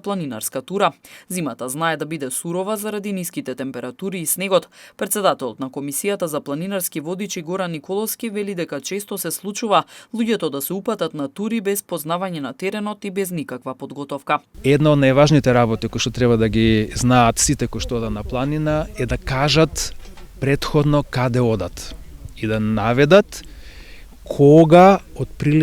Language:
Macedonian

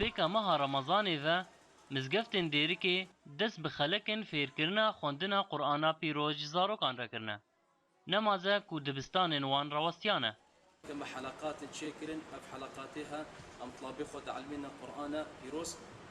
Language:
Kurdish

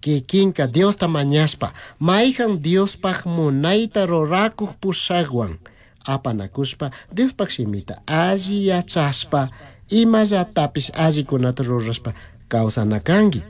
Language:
Chimborazo Highland Quichua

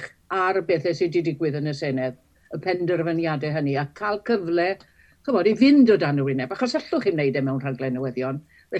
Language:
Welsh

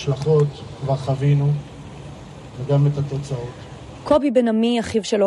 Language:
Hebrew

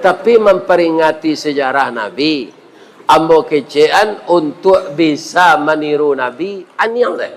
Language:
Minangkabau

